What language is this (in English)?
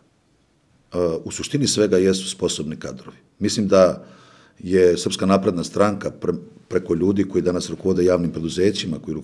Serbian